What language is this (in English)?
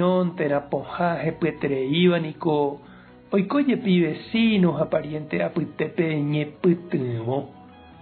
Guarani